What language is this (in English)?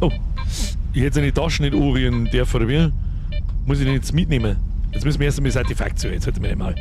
Bavarian